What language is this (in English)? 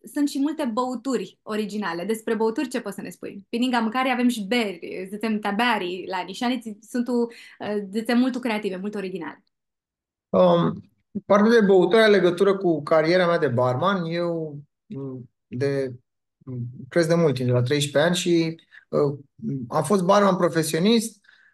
Aromanian